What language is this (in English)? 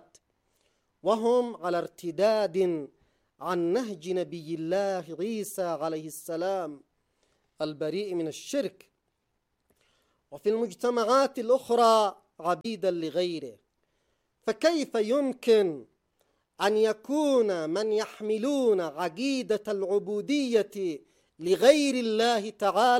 Arabic